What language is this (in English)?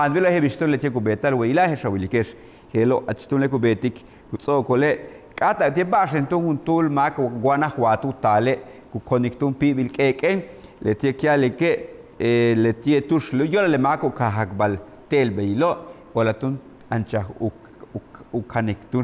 Yucateco